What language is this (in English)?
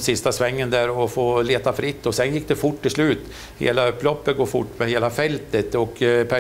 Swedish